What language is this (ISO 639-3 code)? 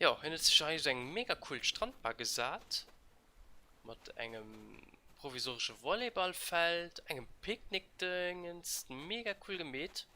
ltz